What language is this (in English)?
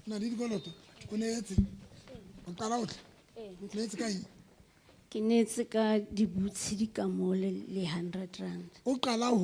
Southern Sotho